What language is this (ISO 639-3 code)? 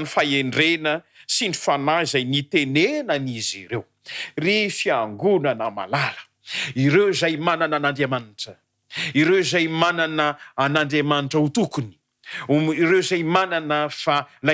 mlg